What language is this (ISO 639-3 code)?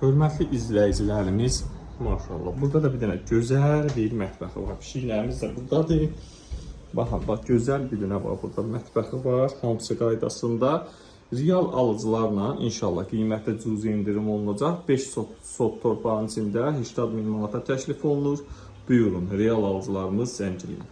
aze